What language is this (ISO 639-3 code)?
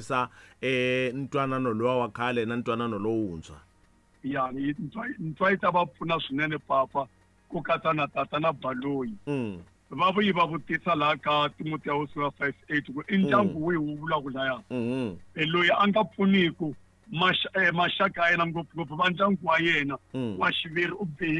tso